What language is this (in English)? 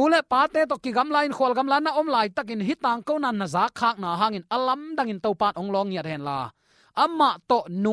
Tedim Chin